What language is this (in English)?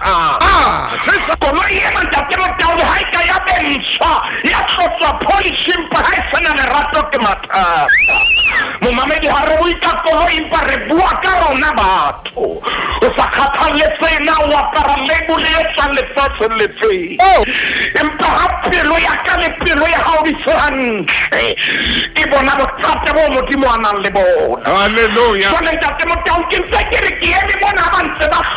Southern Sotho